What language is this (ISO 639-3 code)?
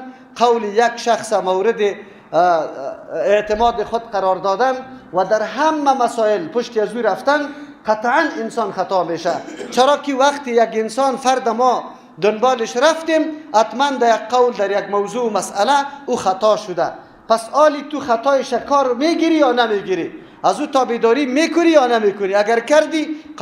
fas